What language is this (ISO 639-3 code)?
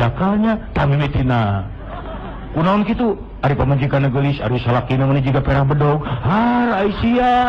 sun